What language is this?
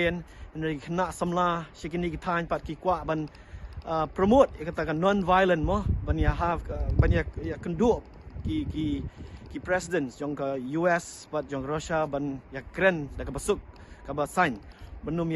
Khasi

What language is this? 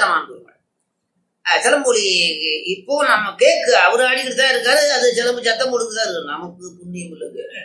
Tamil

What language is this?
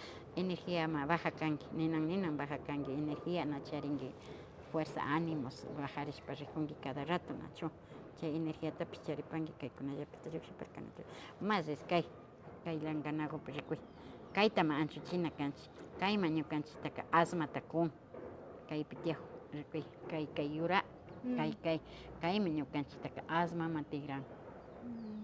Imbabura Highland Quichua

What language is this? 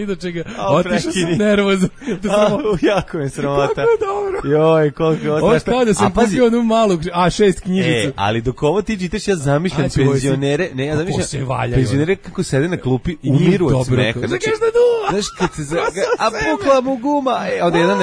Serbian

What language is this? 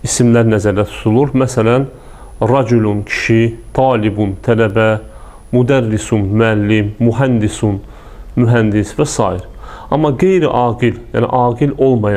Azerbaijani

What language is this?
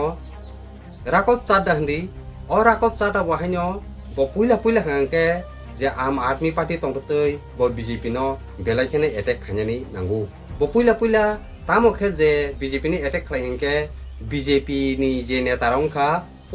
Kok Borok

